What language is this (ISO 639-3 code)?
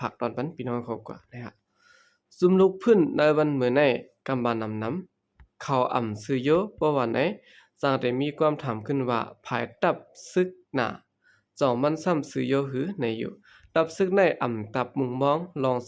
shn